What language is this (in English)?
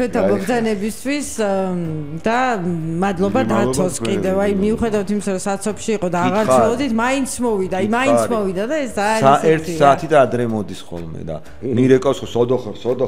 Georgian